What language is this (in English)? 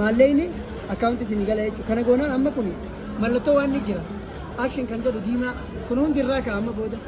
Oromo